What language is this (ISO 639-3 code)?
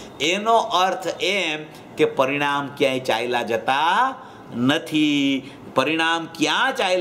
guj